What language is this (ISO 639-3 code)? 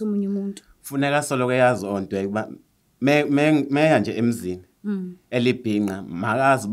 zul